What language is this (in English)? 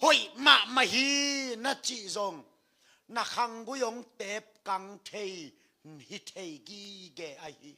Tedim Chin